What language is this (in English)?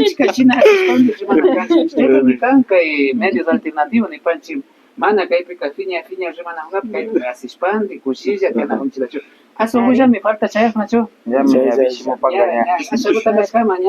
Imbabura Highland Quichua